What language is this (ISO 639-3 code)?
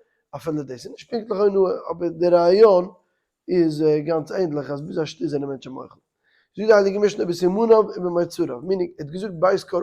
yid